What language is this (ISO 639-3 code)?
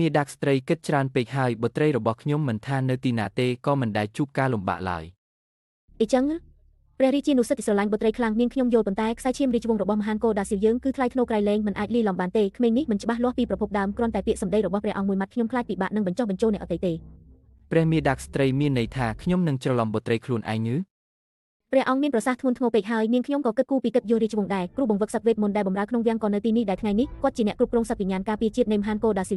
khm